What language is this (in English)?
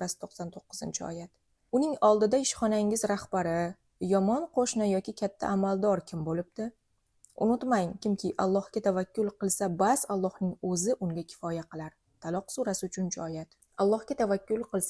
Uzbek